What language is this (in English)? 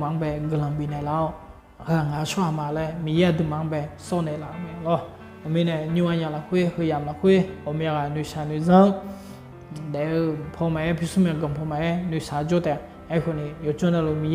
Akha